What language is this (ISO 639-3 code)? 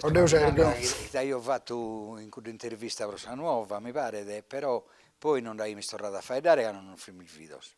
srd